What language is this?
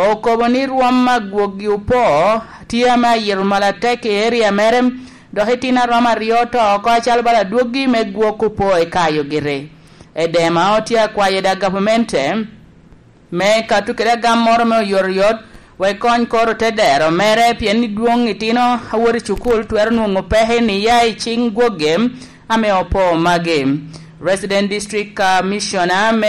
Lango (Uganda)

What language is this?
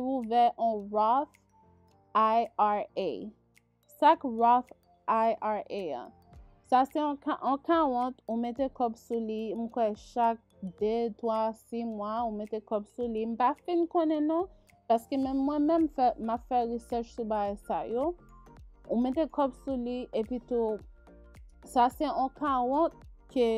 Haitian Creole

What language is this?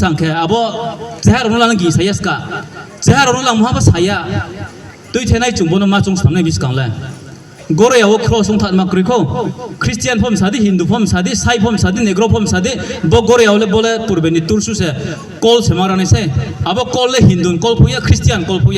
Riang (India)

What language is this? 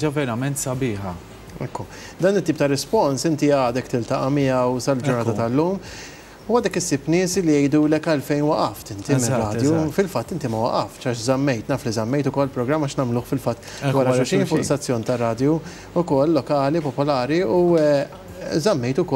Maltese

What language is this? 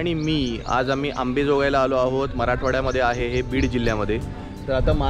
Marathi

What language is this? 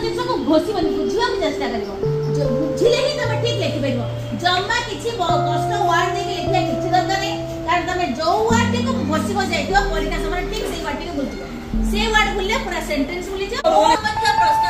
Odia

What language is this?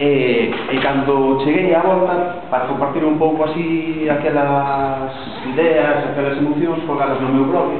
Galician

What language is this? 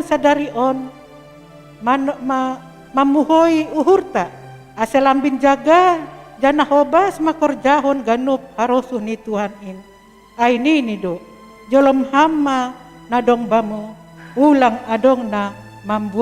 Batak Simalungun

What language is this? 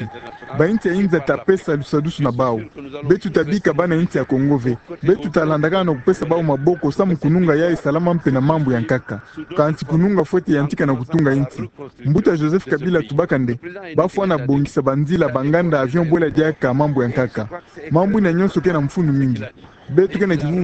Kituba (Democratic Republic of Congo)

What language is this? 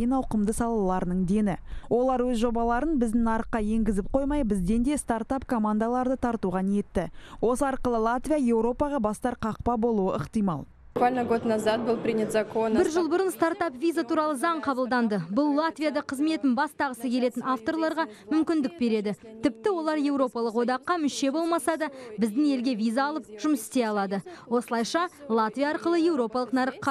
Kazakh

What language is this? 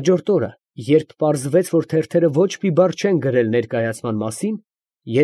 Armenian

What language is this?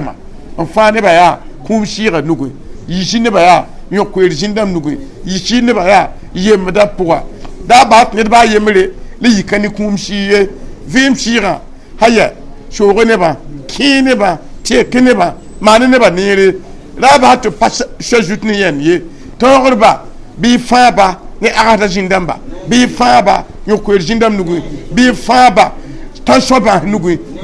Mossi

